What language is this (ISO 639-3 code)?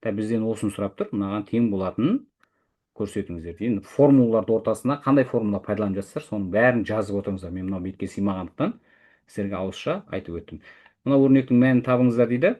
kaz